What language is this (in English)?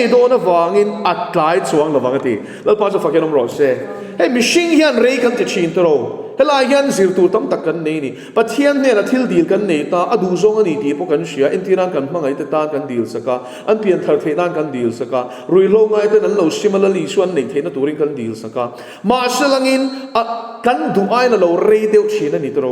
Mizo